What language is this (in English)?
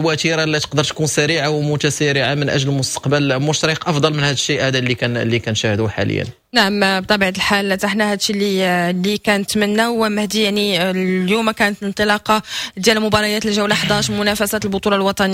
Moroccan Arabic